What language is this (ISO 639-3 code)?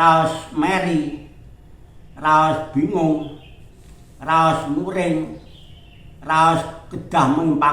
jav